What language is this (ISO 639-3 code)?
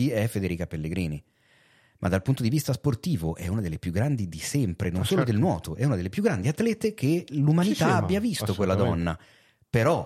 ita